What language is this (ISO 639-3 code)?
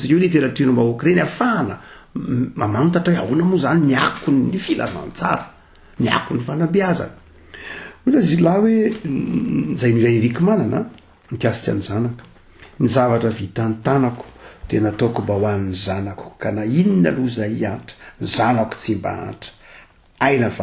mlg